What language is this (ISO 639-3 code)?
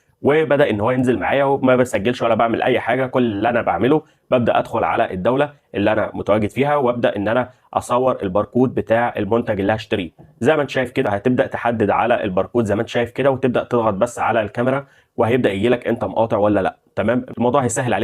arz